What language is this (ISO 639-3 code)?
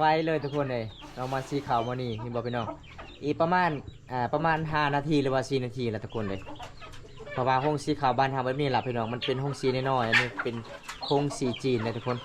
lao